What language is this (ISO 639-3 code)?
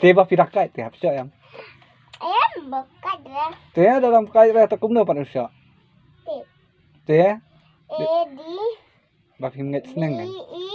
kha